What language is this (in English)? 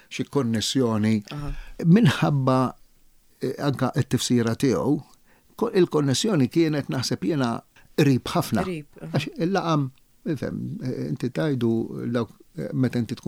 Maltese